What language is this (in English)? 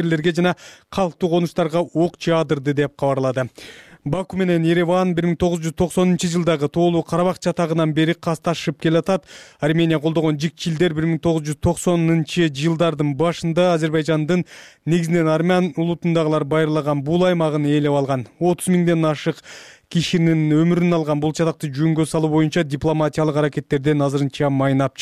Kyrgyz